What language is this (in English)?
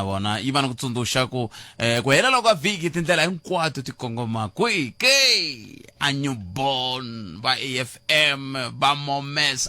Tsonga